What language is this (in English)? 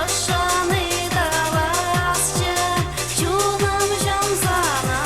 Chuvash